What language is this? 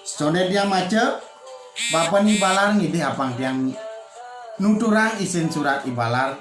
Balinese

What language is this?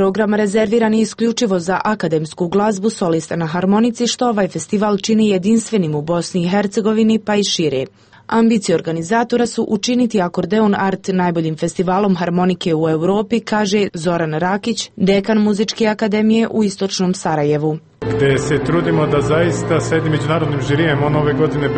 Croatian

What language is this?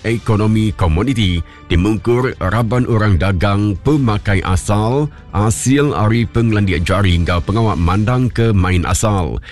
Iban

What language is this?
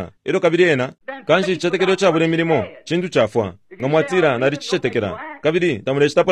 Bemba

